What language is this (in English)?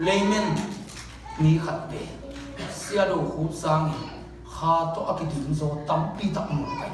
Tedim Chin